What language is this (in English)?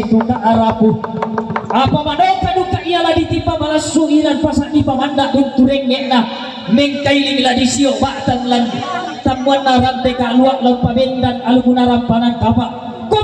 Toraja-Sa'dan